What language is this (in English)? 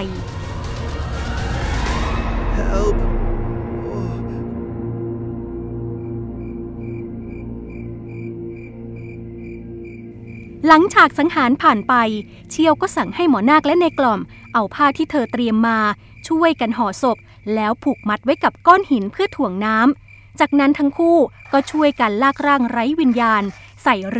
Thai